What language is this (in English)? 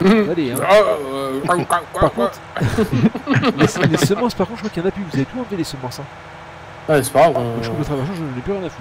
French